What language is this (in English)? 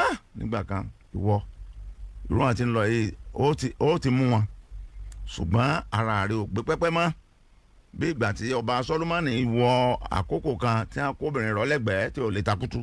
Yoruba